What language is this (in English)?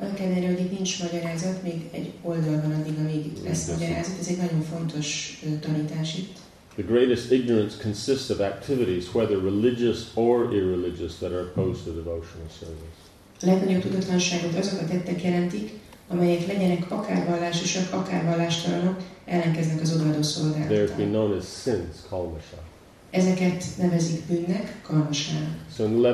Hungarian